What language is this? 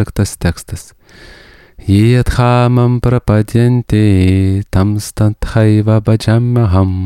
Lithuanian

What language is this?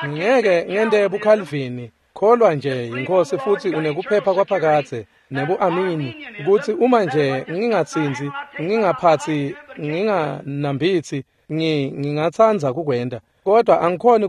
Swati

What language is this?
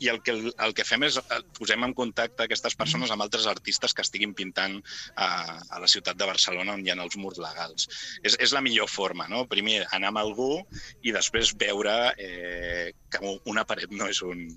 Catalan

